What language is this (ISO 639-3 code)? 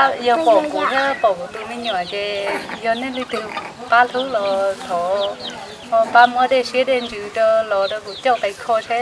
hmn